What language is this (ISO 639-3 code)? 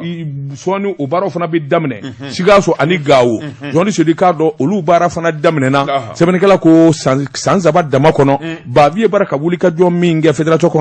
bam